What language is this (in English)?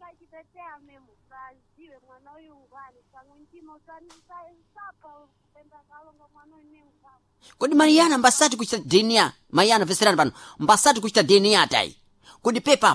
Sena